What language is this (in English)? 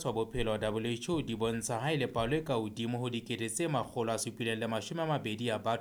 Southern Sotho